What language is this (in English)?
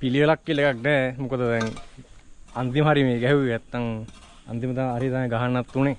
Sinhala